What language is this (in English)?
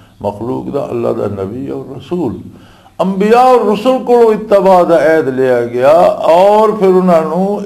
Western Panjabi